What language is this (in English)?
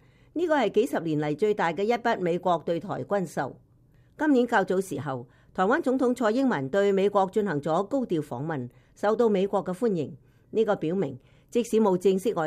Cantonese